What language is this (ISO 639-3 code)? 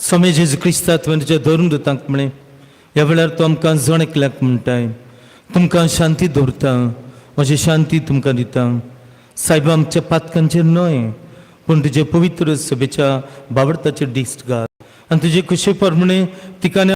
kok